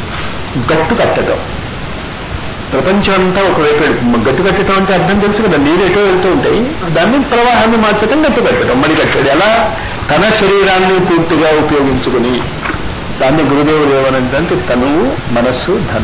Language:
Telugu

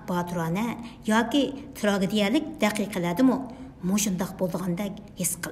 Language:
Uyghur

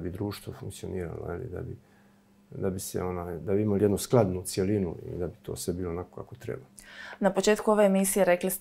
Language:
Croatian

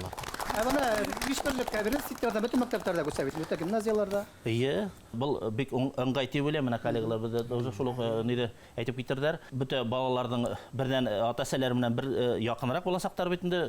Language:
Bashkir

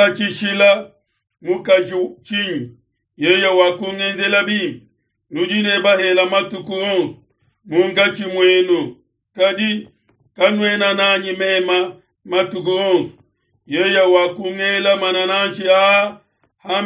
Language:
Luba-Lulua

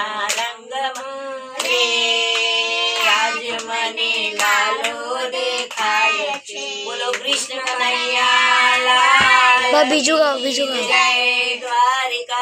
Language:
Gujarati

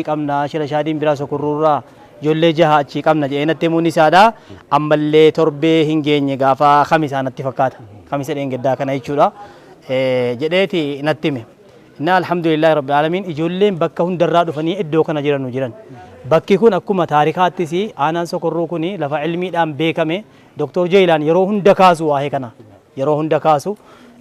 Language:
Oromo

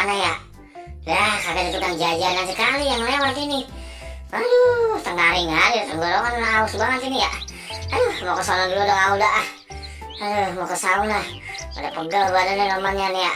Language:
Betawi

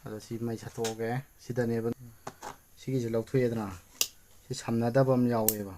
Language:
Manipuri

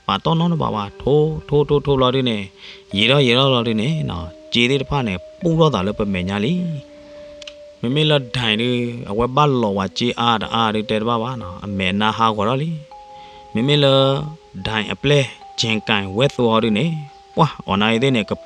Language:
S'gaw Karen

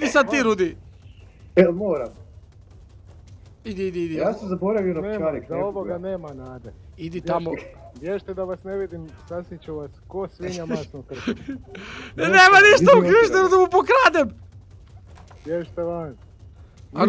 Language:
Croatian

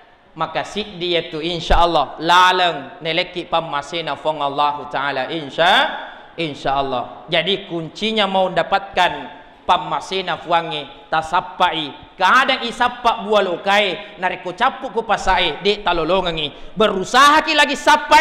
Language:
Buginese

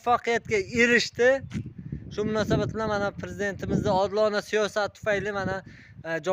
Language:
Uzbek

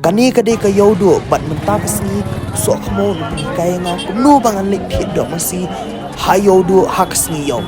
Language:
Khasi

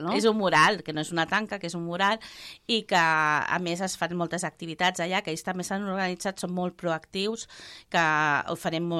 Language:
Catalan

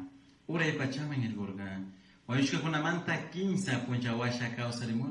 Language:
Chimborazo Highland Quichua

